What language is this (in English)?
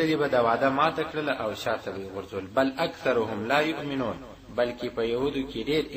Pashto